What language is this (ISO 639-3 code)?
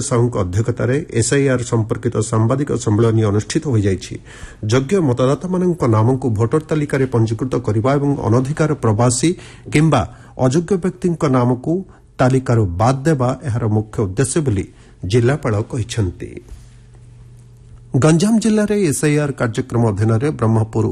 ori